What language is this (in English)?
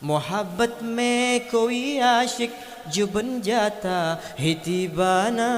Achinese